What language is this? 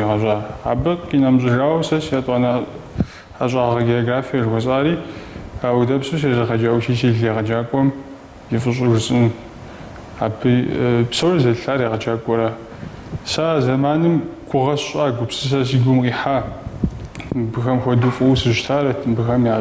Kabardian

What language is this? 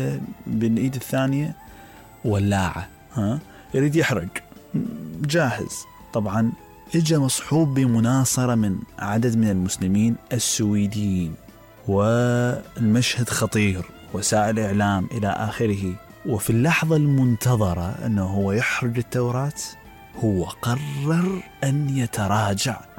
Mesopotamian Arabic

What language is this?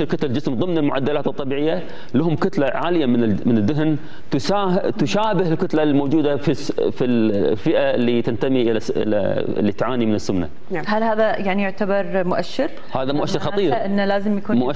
Gulf Arabic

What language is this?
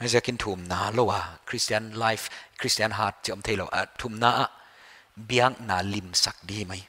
Paite Chin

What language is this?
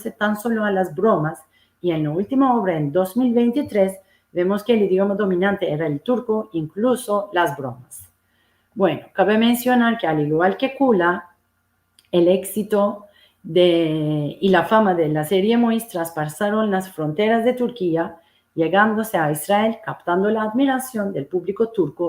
Ladino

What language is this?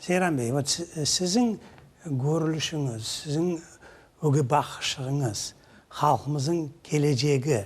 Crimean Tatar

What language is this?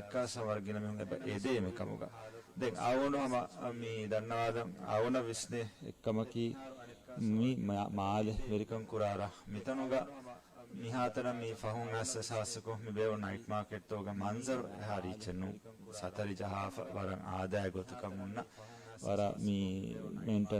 Divehi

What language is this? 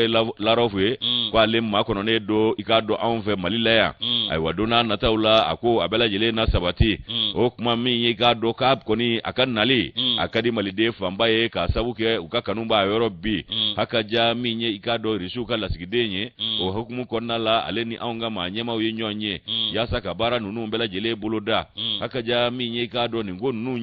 Bambara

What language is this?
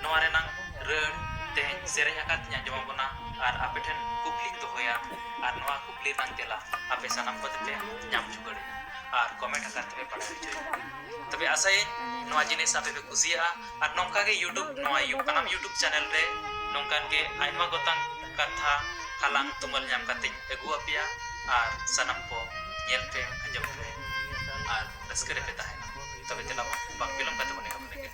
Santali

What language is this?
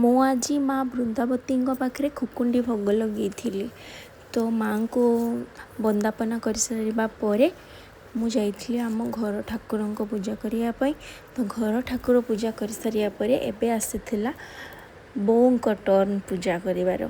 Odia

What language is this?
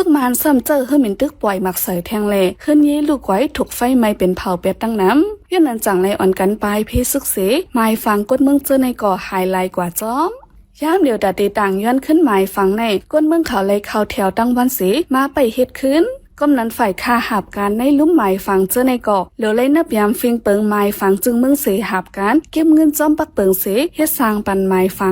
Shan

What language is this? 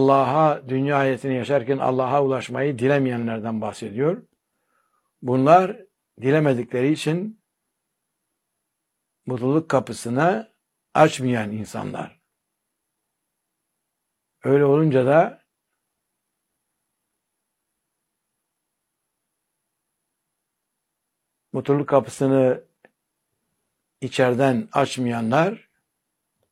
Turkish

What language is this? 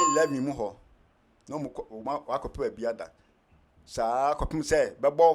Akan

